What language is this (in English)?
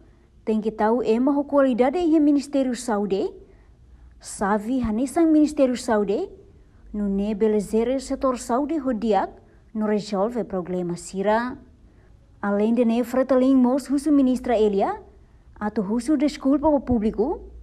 Tetum